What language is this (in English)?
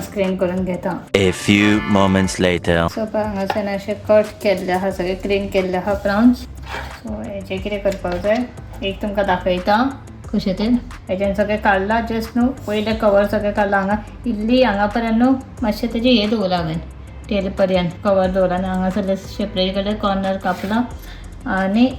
Konkani